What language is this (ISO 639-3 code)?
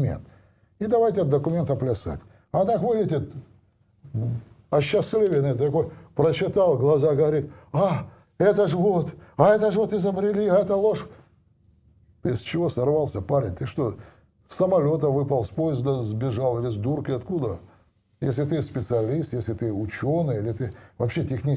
rus